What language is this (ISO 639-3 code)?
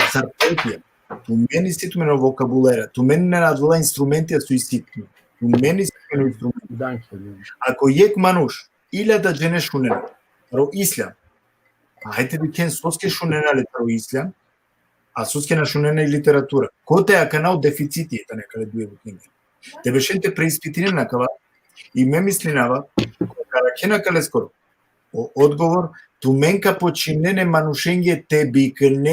rmn